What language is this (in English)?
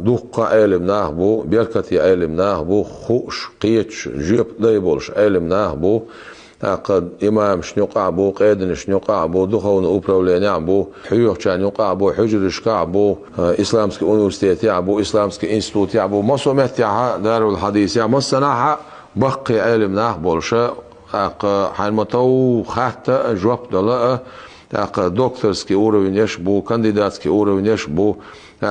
Chechen